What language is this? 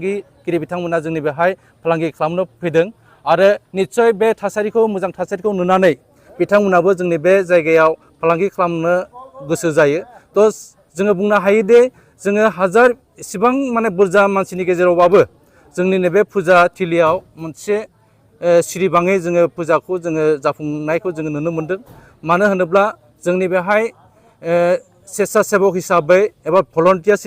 Bodo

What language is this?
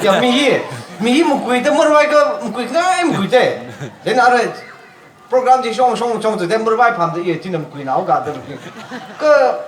Tangkhul Naga (India)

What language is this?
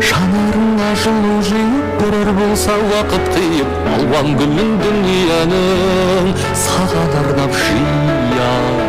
Kara-Kalpak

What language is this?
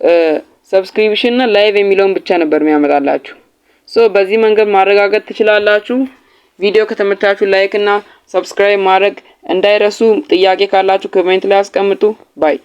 Amharic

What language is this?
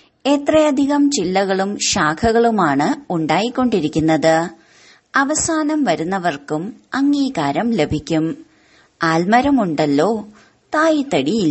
Malayalam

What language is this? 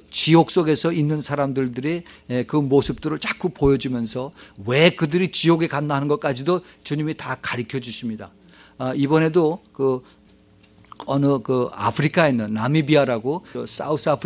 Korean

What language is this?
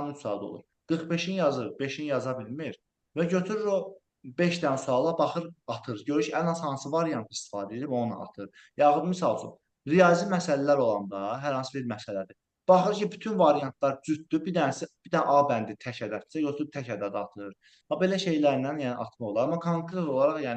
Azerbaijani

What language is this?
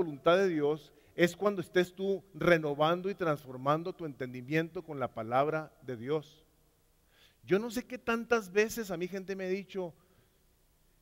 Spanish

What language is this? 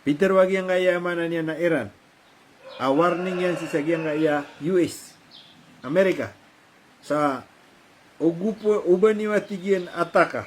Maranao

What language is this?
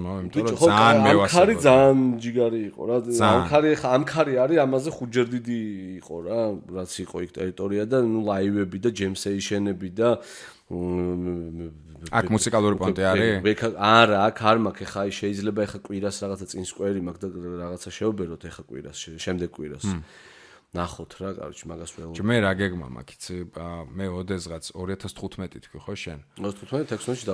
Georgian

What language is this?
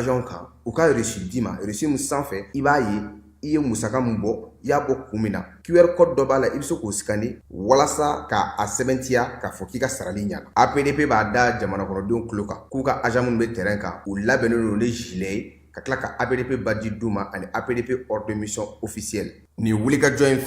Bambara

